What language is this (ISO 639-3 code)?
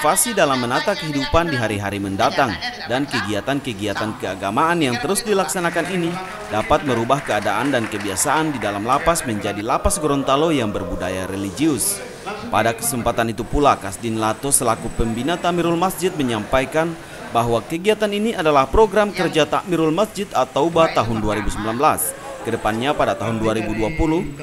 ind